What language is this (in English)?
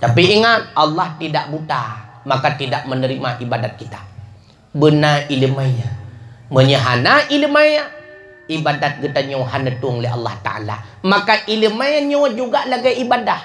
Achinese